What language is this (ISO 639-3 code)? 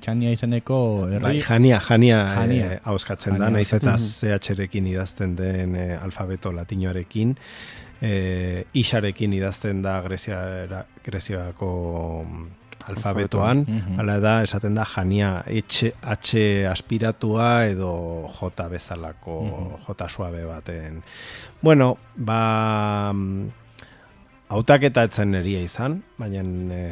eus